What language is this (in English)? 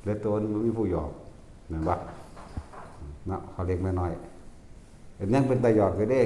Northeastern Thai